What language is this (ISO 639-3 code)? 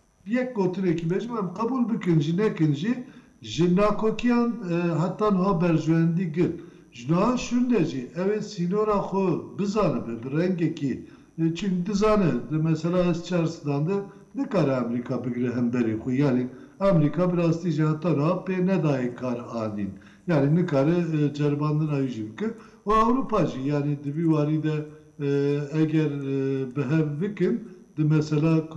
kur